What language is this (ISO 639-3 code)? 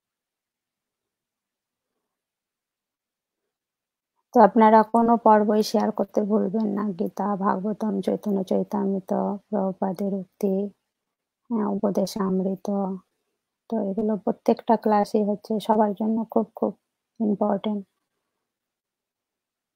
ben